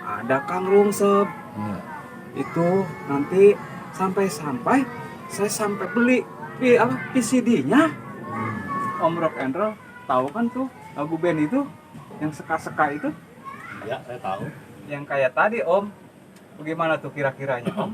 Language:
Betawi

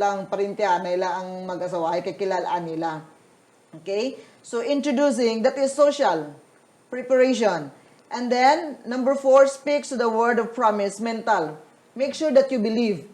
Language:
Hiligaynon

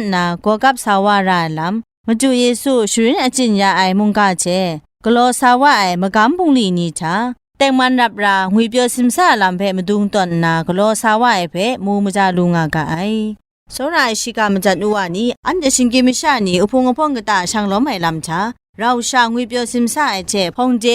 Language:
Kachin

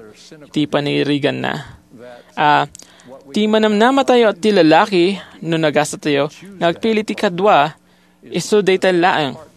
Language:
Iloko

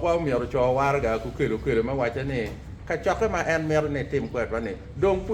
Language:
Acoli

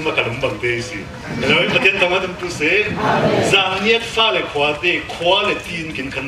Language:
Falam Chin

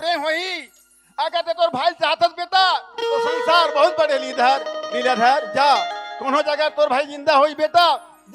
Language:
Chhattisgarhi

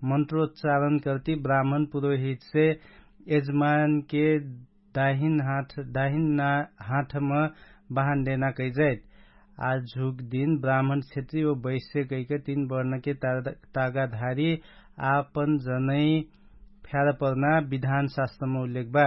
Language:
Dangaura Tharu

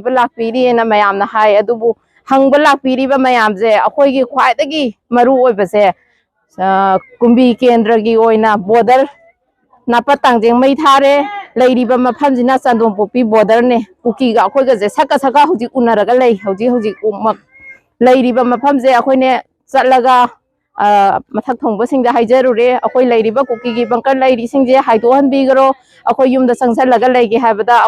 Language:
Manipuri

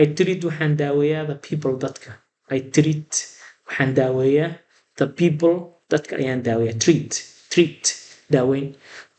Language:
Somali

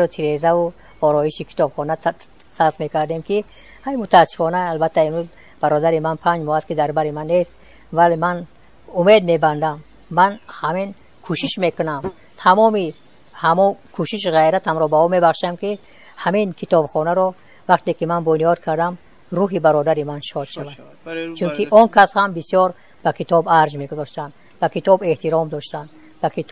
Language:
Tajik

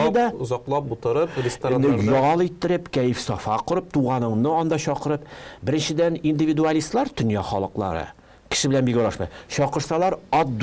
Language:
Tatar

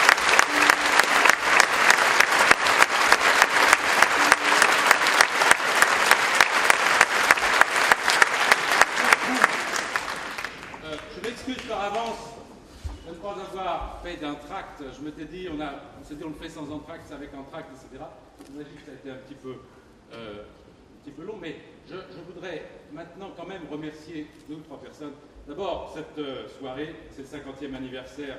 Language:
French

